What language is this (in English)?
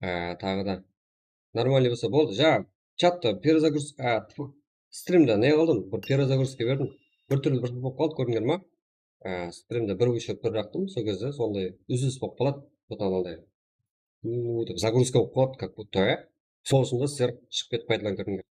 Kara-Kalpak